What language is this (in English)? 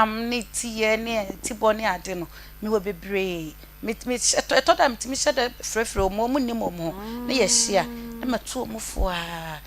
Akan